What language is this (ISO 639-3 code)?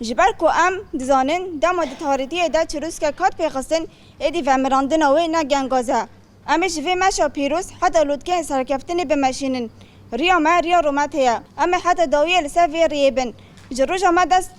kur